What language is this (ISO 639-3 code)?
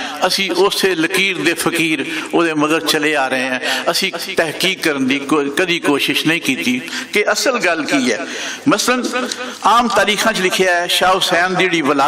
lah